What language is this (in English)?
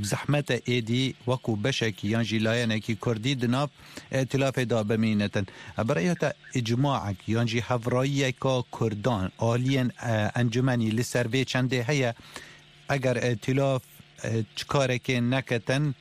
Kurdish